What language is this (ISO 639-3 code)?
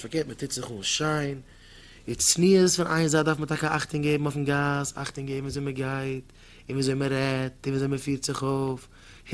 yid